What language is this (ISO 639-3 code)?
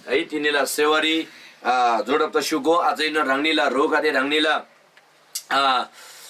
taj